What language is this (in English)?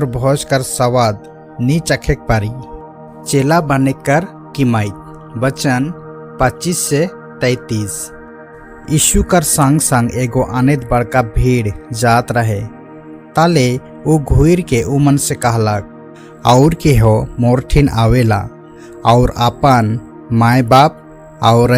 Sadri